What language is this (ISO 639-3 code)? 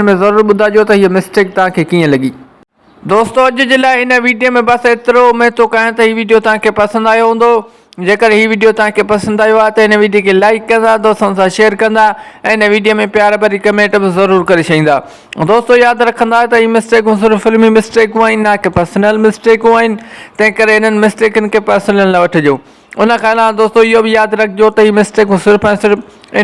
snd